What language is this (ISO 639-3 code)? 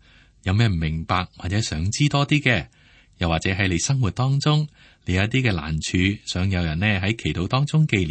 yue